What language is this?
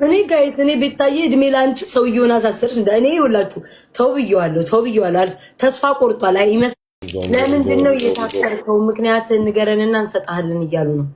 Amharic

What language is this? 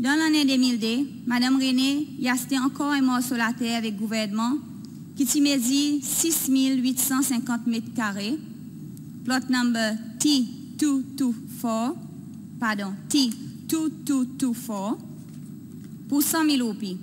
Seselwa Creole French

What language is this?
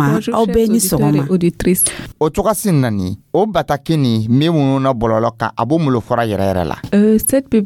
Dyula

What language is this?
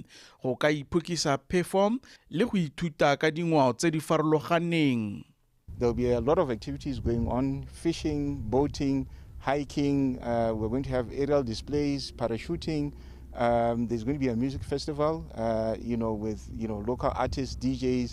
Tswana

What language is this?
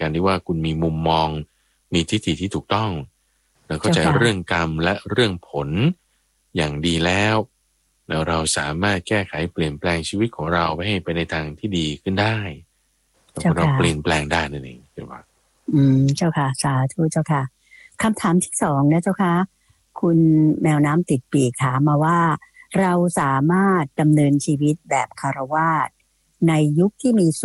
Thai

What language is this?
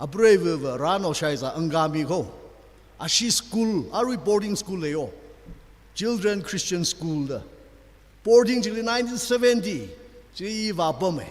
Tangkhul Naga (India)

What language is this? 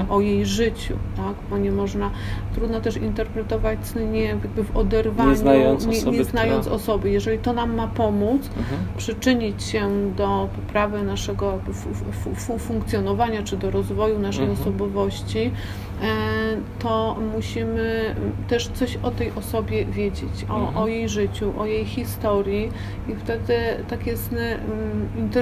Polish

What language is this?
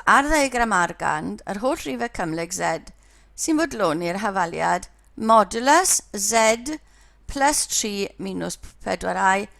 Welsh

